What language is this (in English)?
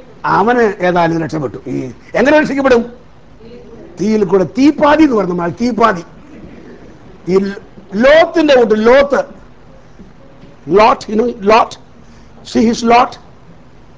Malayalam